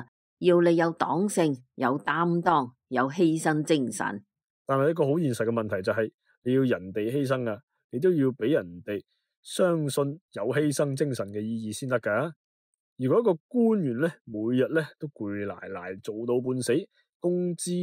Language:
Cantonese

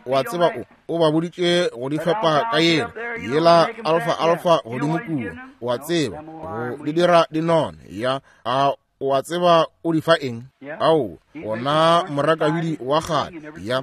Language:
Northern Sotho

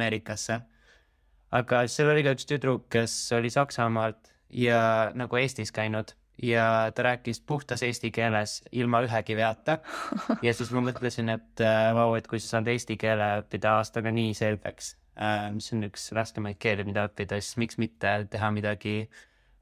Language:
Estonian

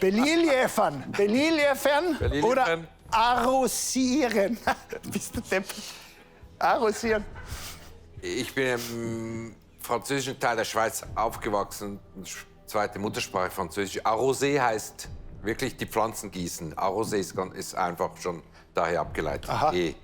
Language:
Swiss German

